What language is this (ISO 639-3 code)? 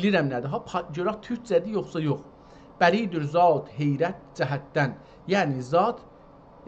azb